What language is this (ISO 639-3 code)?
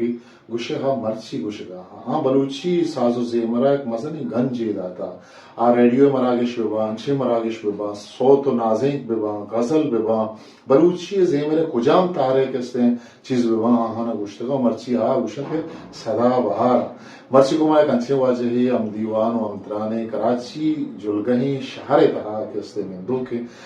bgp